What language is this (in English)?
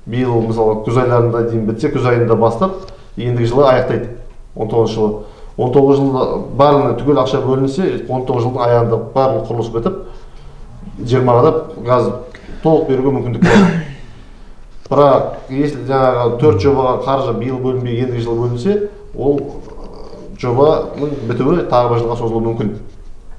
Kazakh